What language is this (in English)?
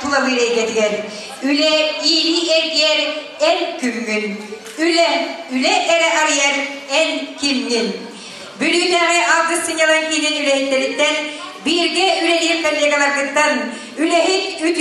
Yakut